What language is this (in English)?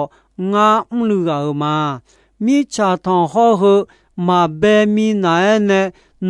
Akha